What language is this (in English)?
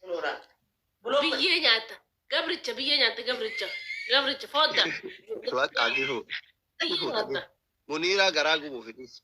Oromo